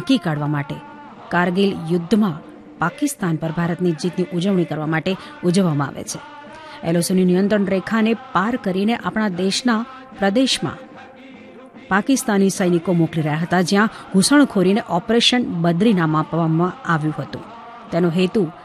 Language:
Gujarati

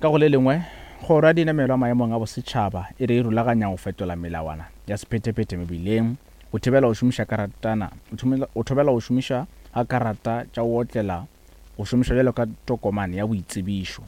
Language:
Northern Sotho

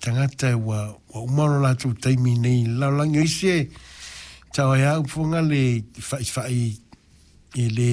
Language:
Samoan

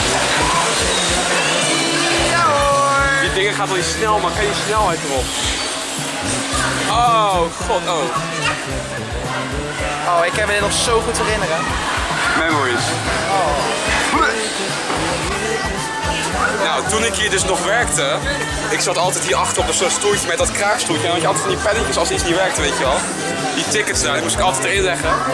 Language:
Dutch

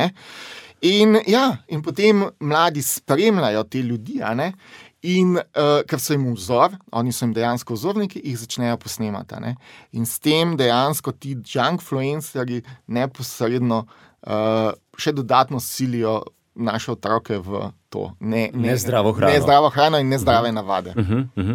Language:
Slovenian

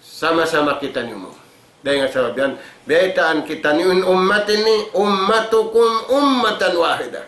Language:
Tausug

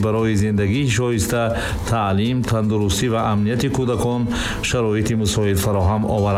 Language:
Tajik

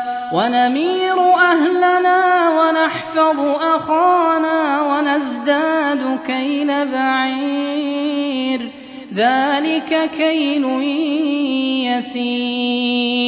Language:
Arabic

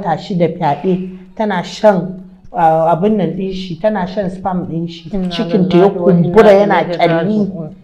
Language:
Hausa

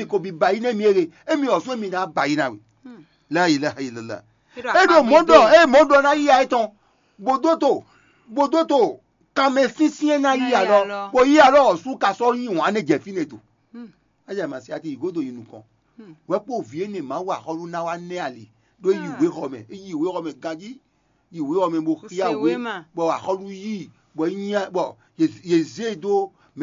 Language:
Fon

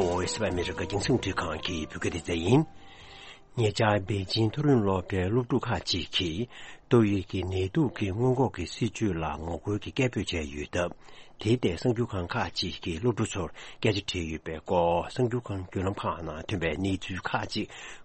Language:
Tibetan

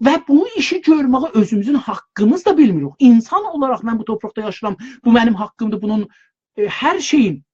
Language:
South Azerbaijani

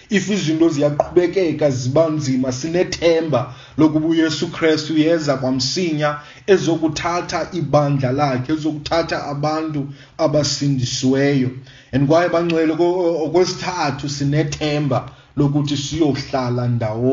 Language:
Xhosa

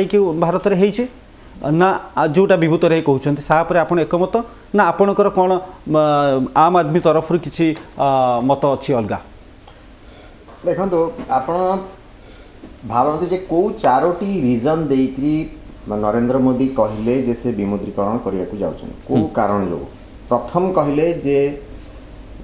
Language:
Odia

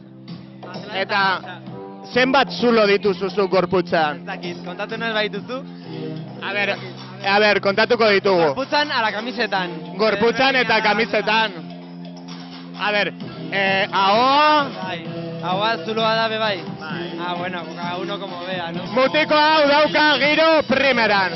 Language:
Basque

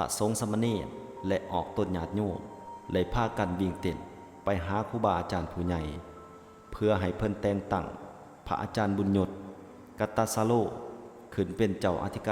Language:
Lao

